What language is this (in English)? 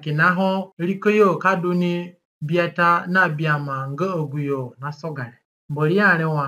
Zande (individual language)